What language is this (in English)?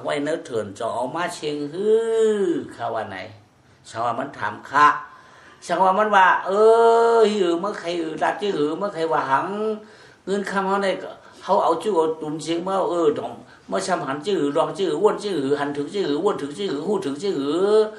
Shan